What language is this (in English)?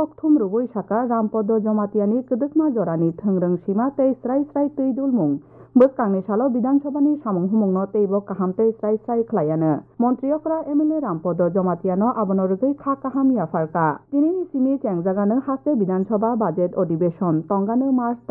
Kok Borok